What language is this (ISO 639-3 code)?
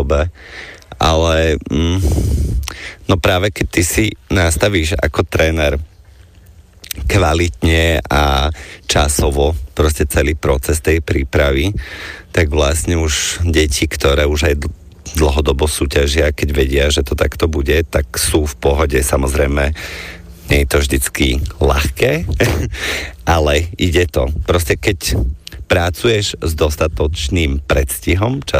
slk